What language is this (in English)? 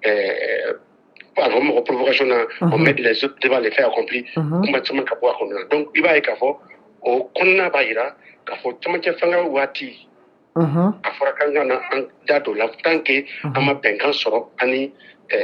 Bambara